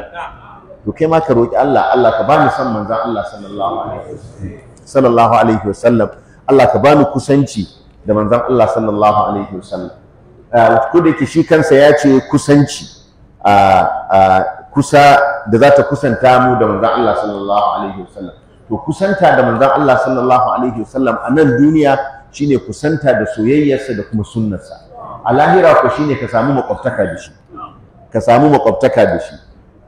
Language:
Hausa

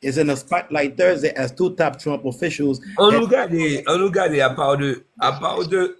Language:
Haitian Creole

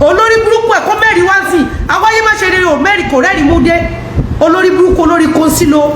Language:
Yoruba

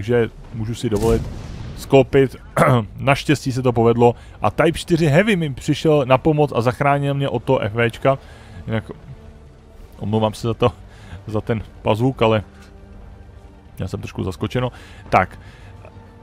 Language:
Czech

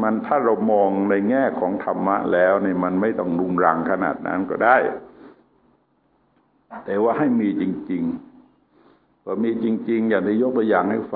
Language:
Thai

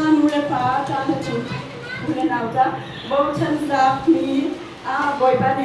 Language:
Hakha Chin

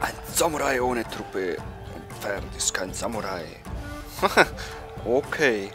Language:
Swiss German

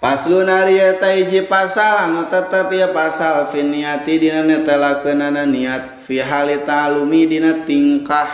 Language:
Sundanese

